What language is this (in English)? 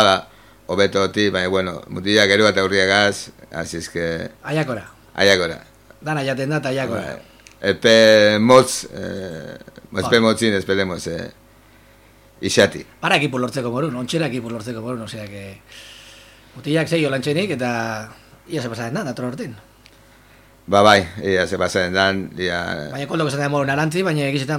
Basque